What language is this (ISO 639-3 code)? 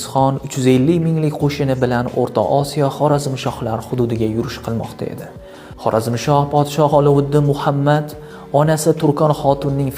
uzb